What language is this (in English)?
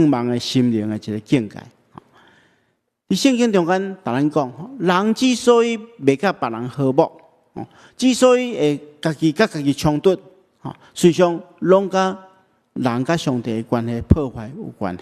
Min Nan Chinese